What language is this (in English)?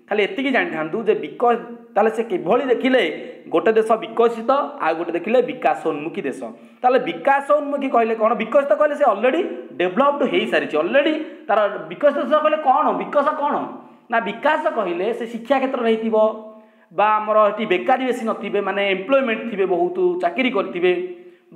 Odia